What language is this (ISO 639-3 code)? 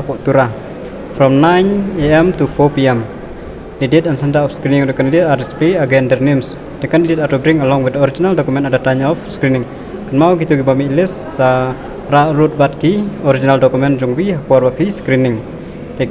kha